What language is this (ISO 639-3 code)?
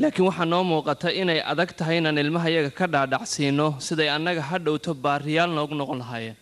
som